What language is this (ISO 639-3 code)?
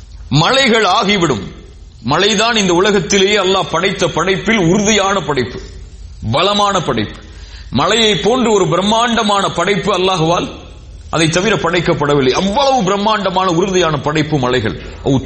tam